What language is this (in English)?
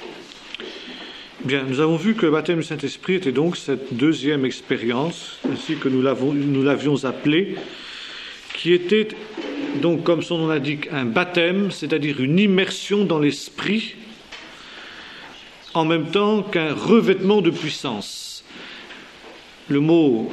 French